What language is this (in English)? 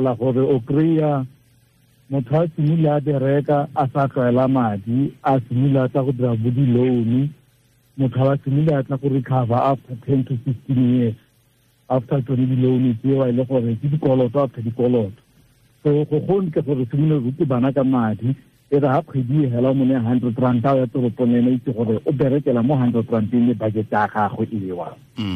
Tswana